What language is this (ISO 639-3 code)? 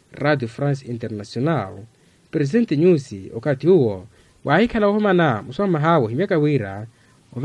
vmw